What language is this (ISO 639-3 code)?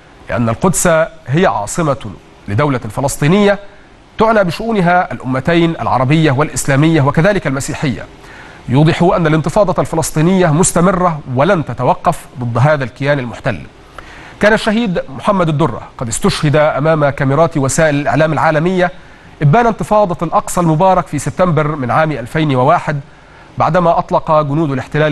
ara